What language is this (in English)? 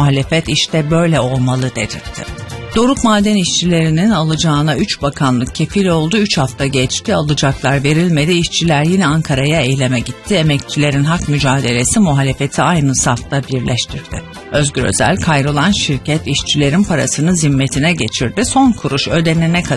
Turkish